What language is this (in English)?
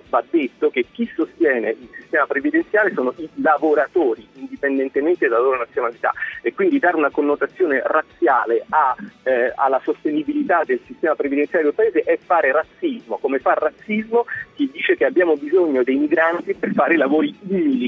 Italian